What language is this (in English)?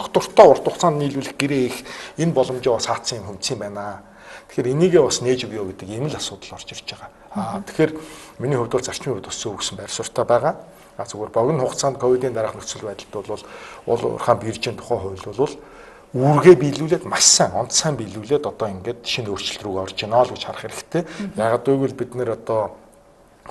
Mongolian